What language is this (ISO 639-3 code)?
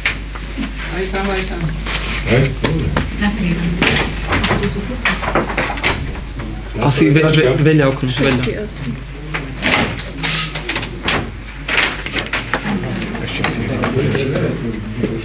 slk